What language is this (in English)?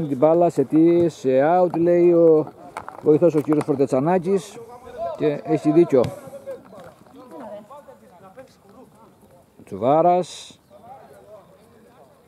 Greek